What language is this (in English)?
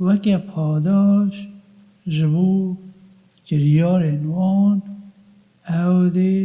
Kurdish